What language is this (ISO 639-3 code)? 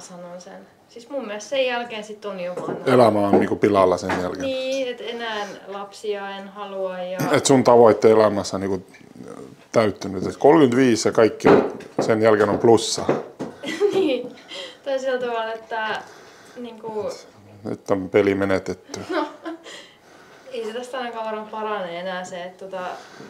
fin